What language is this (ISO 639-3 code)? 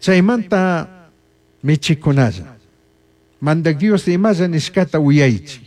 qug